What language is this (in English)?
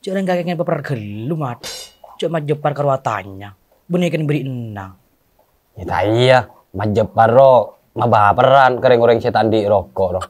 Madurese